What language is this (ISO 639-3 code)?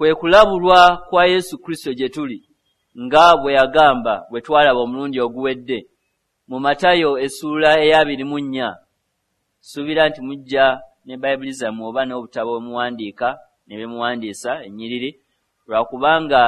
lug